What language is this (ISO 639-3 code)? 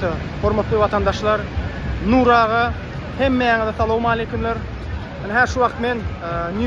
tuk